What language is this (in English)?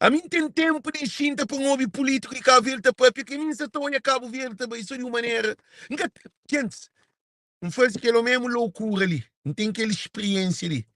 Kabuverdianu